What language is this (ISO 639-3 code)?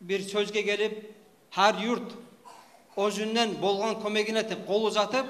kum